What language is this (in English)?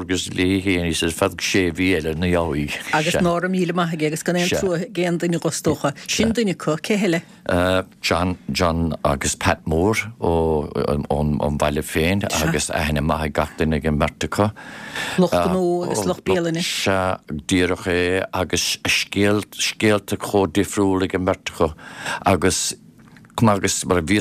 Irish